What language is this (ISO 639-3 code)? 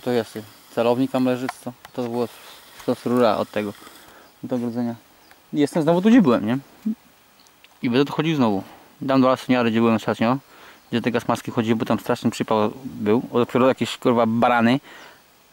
pol